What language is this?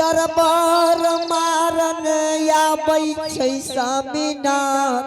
Angika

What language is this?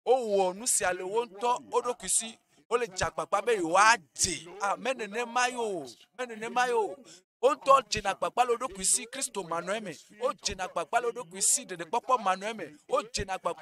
Ewe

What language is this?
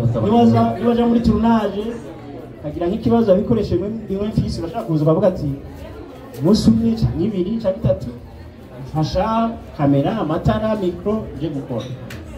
Rundi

